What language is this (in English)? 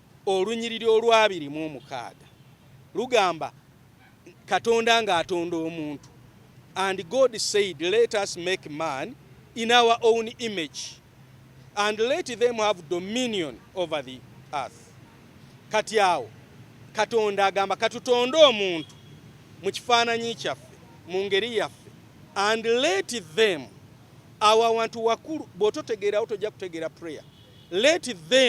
Ganda